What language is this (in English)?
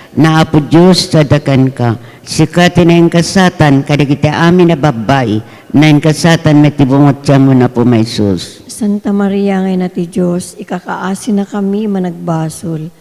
Iloko